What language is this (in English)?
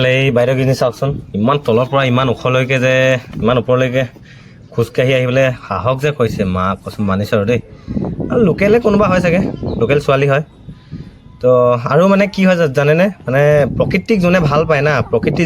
Assamese